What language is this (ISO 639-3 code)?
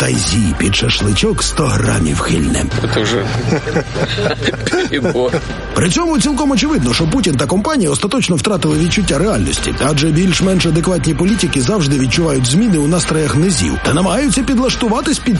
ukr